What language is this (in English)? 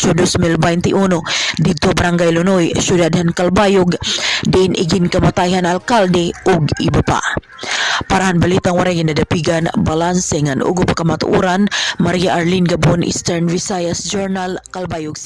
Waray